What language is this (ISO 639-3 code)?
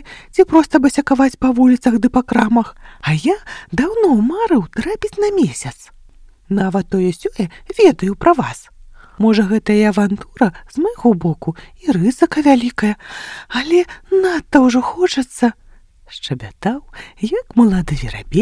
bel